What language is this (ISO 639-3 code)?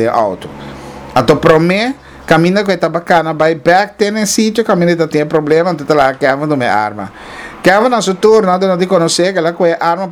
pap